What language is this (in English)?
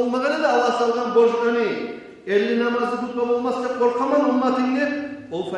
Kumyk